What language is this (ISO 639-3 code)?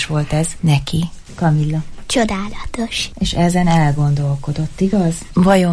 hun